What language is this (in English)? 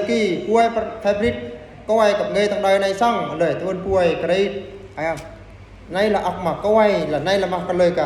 Eastern Bru